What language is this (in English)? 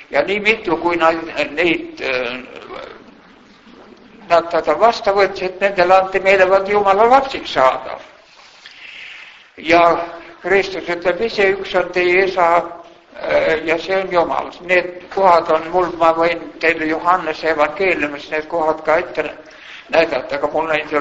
Estonian